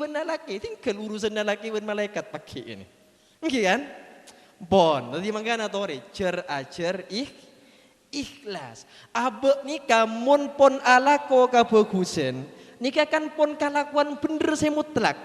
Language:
Madurese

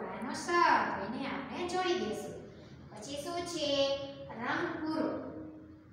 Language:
Gujarati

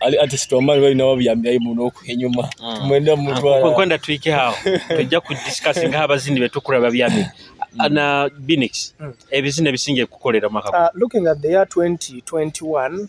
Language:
Nyoro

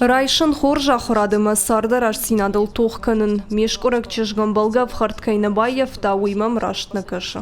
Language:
Ossetic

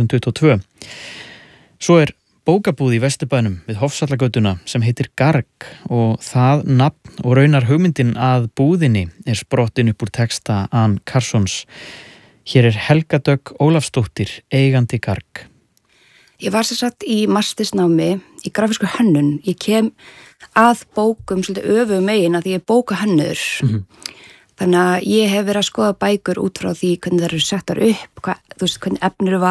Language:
Icelandic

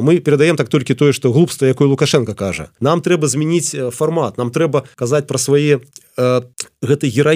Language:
Belarusian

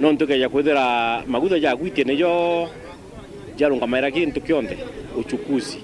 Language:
Meru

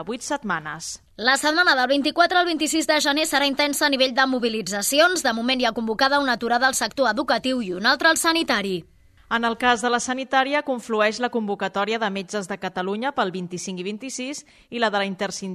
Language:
Catalan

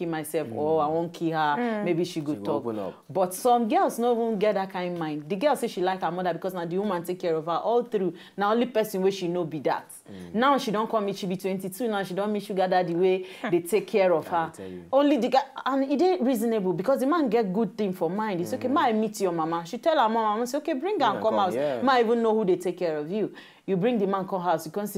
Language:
Nigerian Pidgin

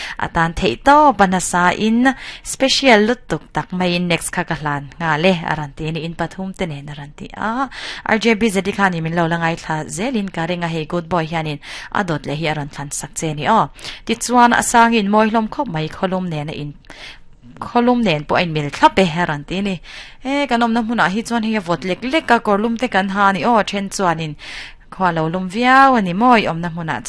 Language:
Mizo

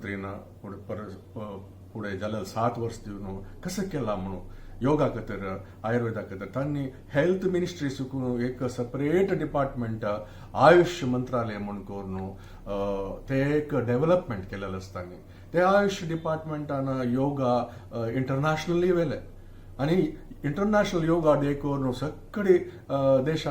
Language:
Konkani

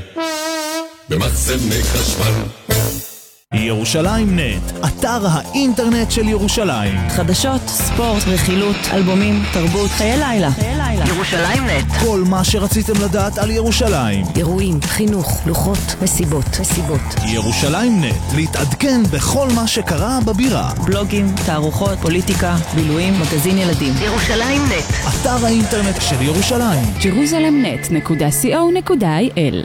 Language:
Hebrew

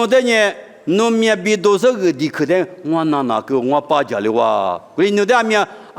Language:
Lisu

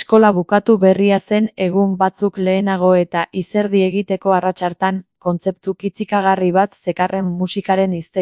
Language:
Basque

